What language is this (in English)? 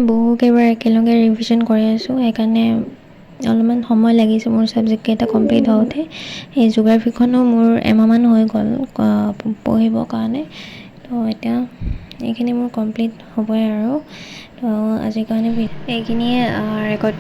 Assamese